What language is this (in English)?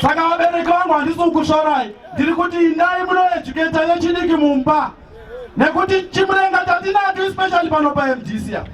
Shona